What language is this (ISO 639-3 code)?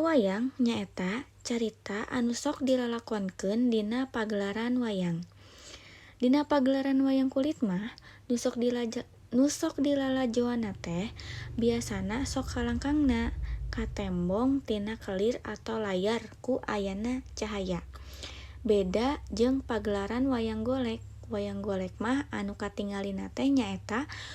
sun